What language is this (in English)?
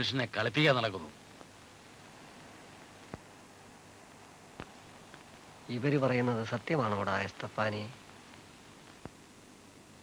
Malayalam